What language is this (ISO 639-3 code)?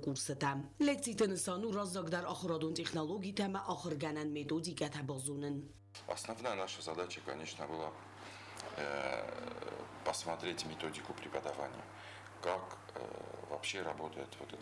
oss